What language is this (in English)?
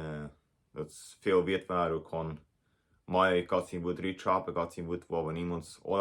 Plautdietsch